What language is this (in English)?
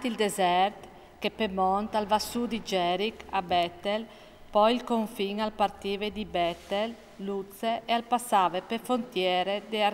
Friulian